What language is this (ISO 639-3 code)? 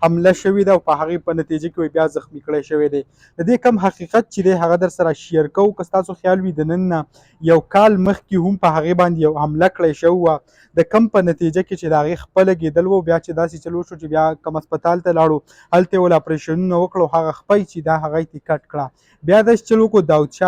pus